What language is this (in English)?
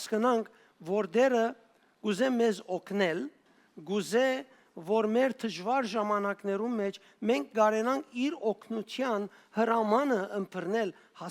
Western Armenian